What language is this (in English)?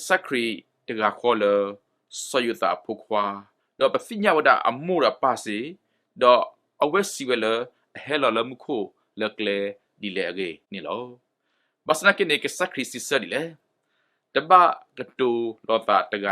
S'gaw Karen